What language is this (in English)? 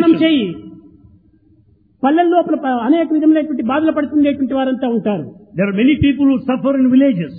Telugu